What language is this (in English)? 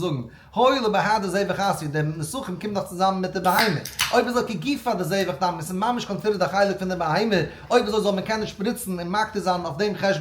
Yiddish